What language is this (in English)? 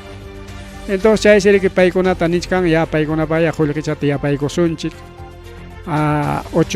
Ayacucho Quechua